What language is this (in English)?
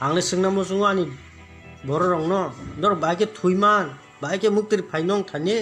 Kok Borok